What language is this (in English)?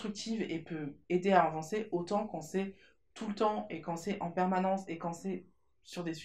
French